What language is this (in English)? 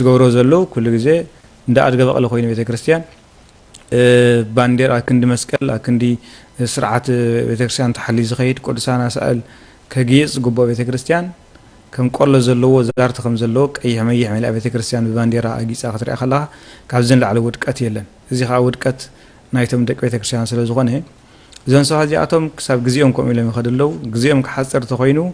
Tigrinya